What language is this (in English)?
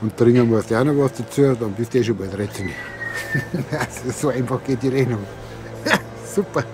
Bavarian